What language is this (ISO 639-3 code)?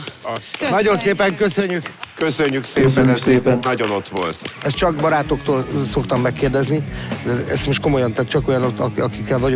hun